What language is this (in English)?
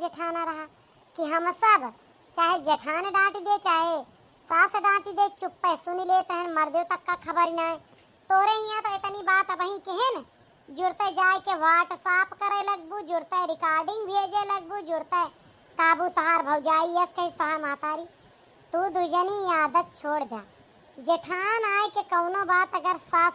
Awadhi